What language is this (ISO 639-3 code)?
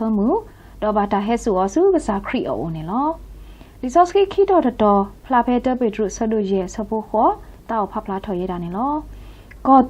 ksw